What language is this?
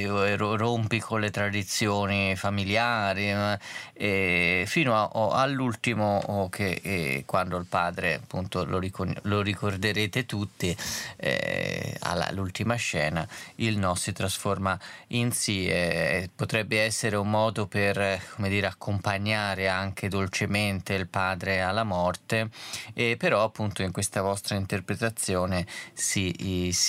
Italian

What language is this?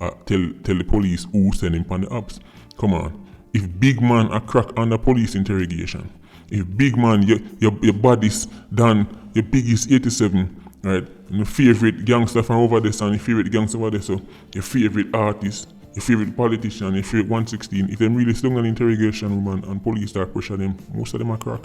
Jamaican Creole English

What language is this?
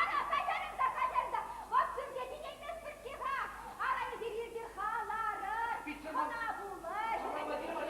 Chuvash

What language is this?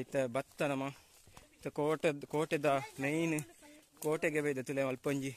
Tulu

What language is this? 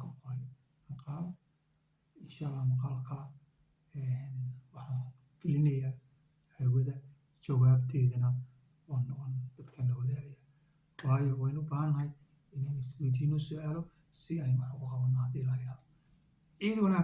Somali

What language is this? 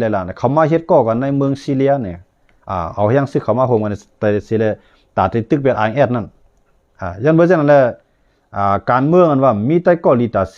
Shan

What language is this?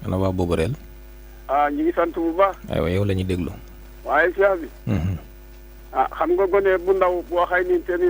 Wolof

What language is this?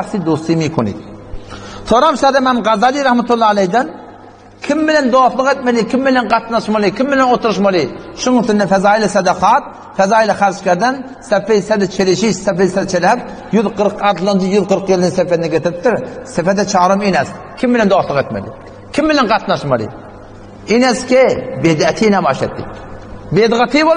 Turkmen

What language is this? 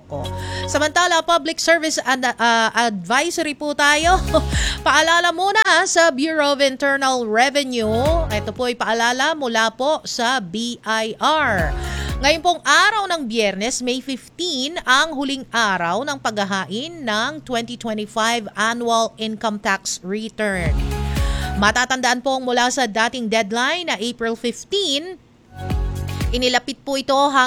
Filipino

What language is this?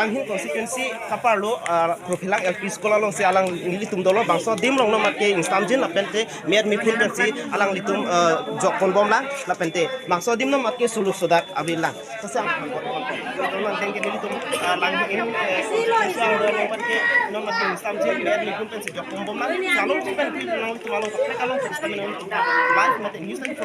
Karbi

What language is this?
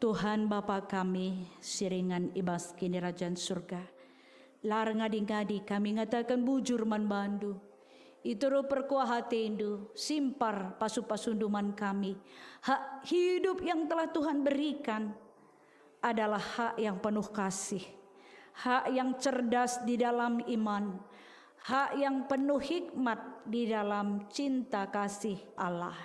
Batak Karo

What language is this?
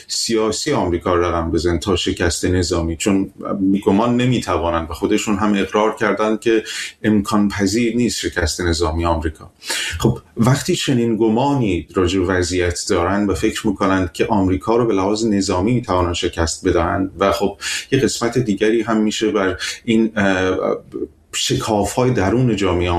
Persian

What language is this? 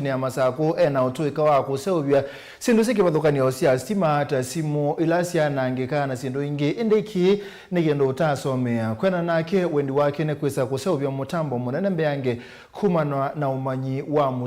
Kamba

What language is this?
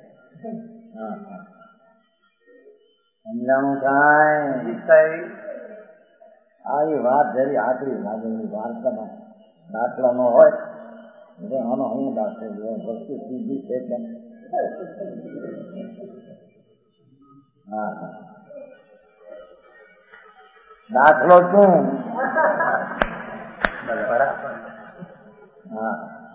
Gujarati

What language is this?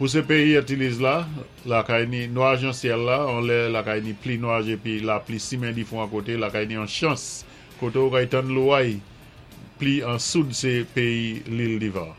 Saint Lucian Creole French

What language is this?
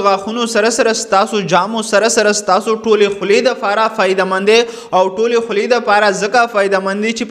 Pashto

